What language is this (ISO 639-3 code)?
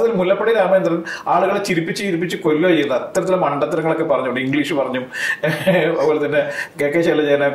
mal